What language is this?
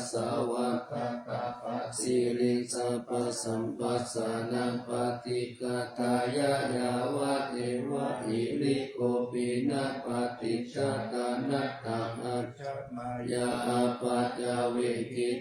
Pali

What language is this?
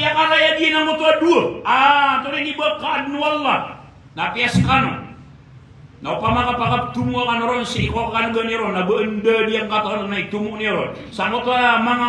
Maranao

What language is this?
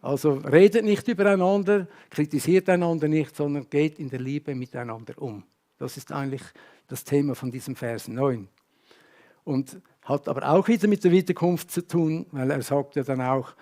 Swiss German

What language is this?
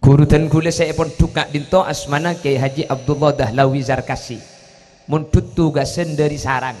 Madurese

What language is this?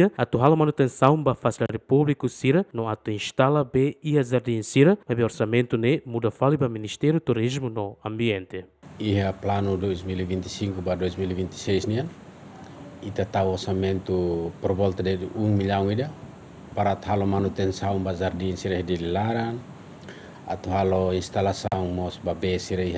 Tetum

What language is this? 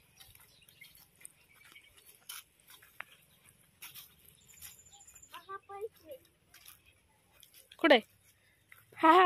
Marathi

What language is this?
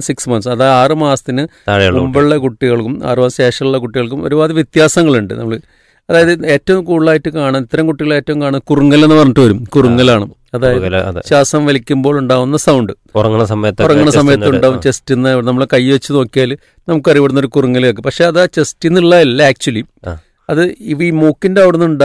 Malayalam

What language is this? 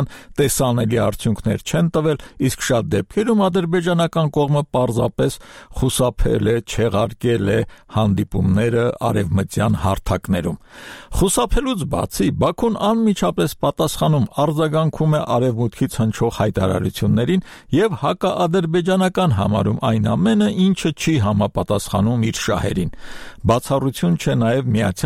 Armenian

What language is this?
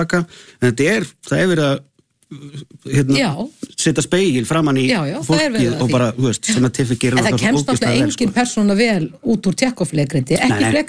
Icelandic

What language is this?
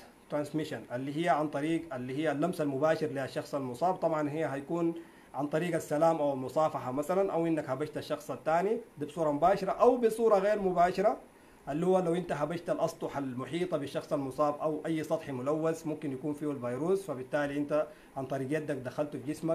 Sudanese Arabic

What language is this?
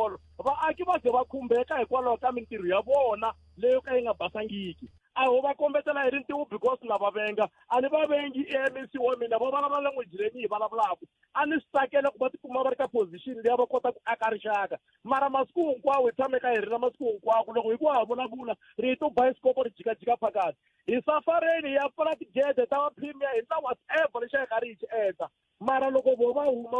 Tsonga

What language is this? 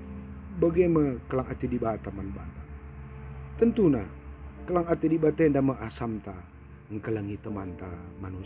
Batak Karo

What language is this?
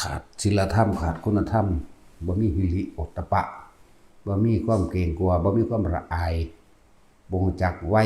Northeastern Thai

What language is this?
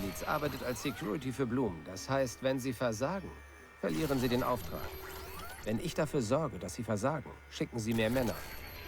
Bavarian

